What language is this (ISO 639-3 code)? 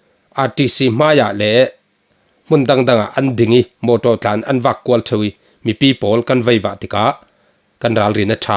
cfm